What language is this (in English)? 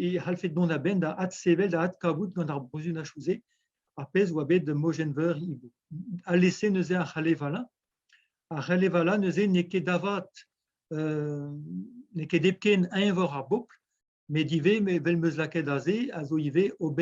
Breton